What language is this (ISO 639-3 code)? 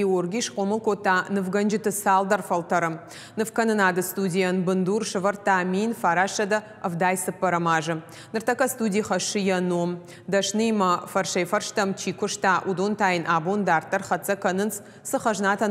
oss